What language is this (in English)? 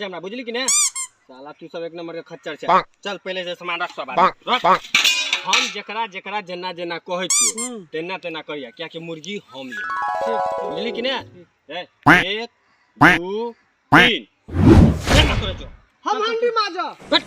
Maithili